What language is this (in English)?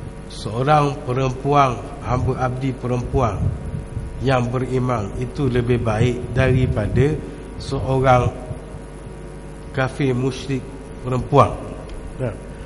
Malay